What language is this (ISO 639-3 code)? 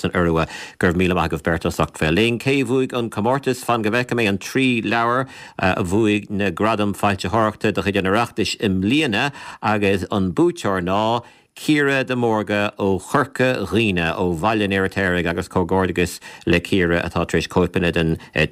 gle